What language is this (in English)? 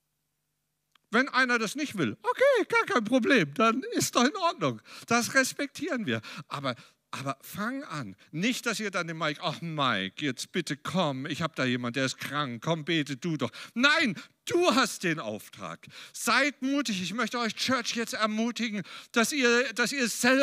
German